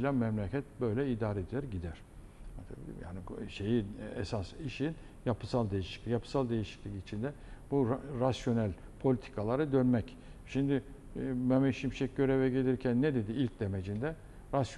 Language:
Turkish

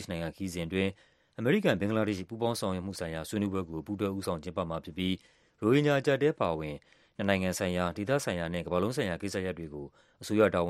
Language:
Burmese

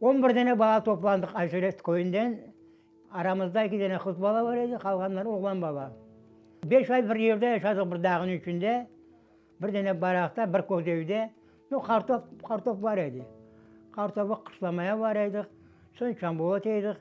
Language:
Crimean Tatar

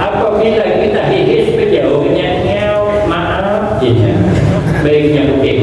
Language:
Banjar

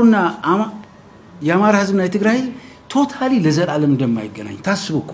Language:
Amharic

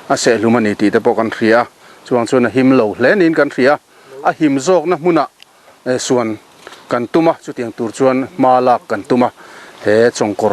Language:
Mizo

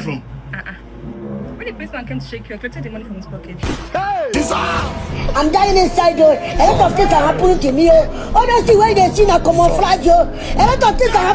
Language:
Nigerian Pidgin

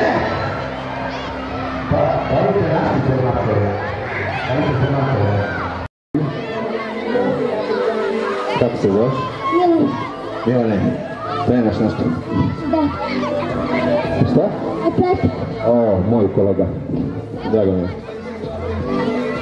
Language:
Serbian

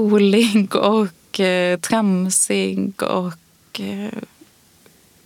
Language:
Swedish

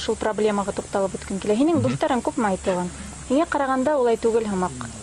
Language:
Bashkir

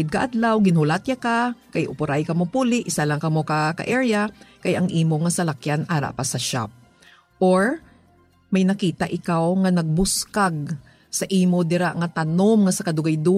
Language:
Hiligaynon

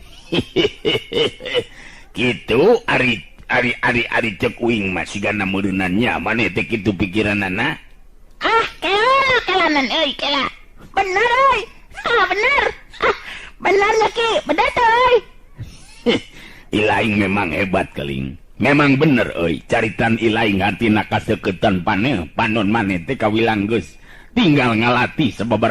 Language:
Sundanese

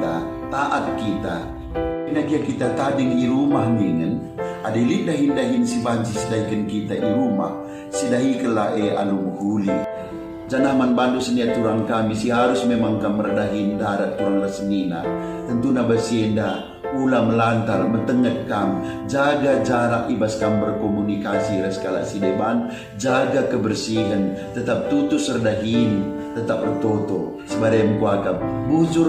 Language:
Batak Karo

